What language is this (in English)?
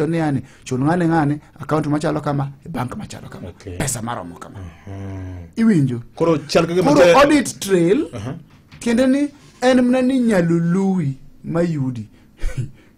Luo (Kenya and Tanzania)